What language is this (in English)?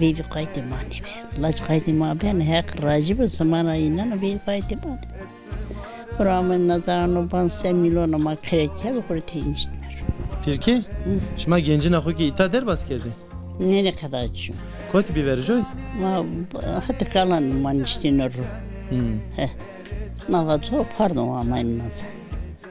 Zaza